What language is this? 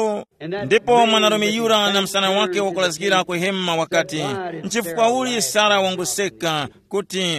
Tumbuka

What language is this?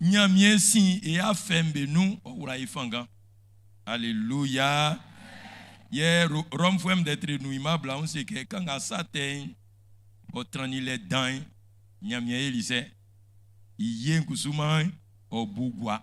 Baoulé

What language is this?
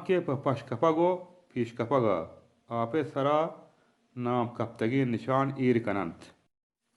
Baluchi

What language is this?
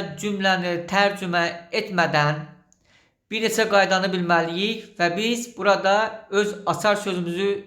Azerbaijani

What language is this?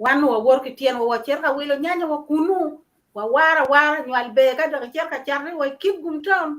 Acoli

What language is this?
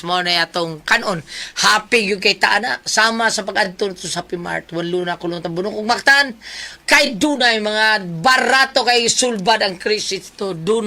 Cebuano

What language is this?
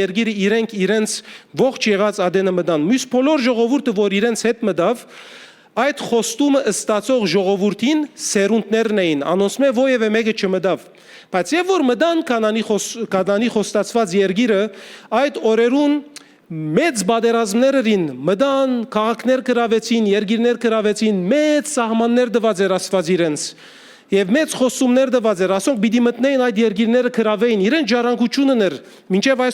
Western Armenian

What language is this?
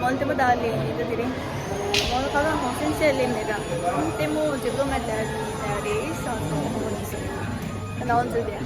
Tibetan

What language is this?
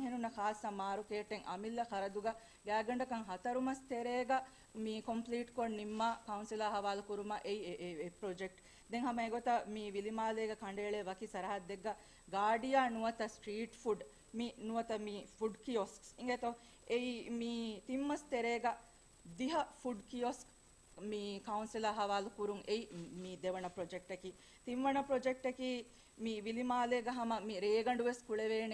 Divehi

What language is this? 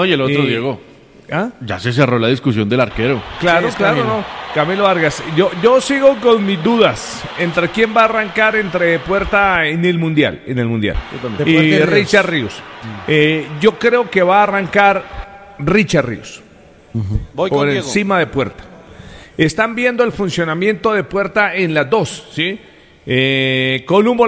Spanish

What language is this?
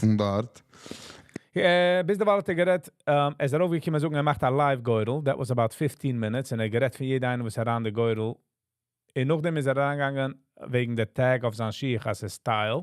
Yiddish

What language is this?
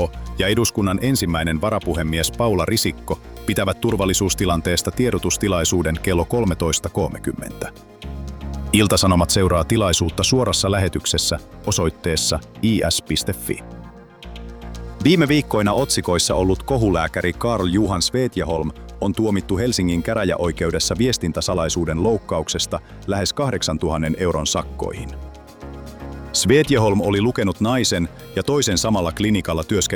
Finnish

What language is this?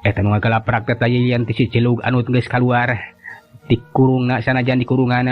Sundanese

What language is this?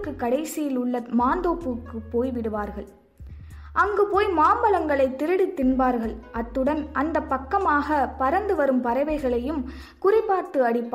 Tamil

